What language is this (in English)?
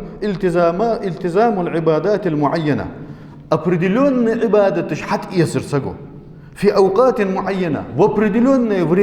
Ingush